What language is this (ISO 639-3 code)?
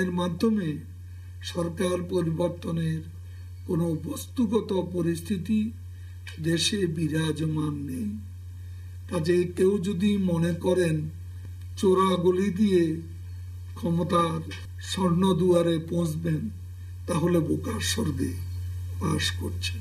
ben